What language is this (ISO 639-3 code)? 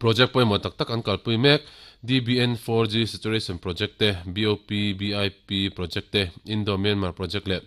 lus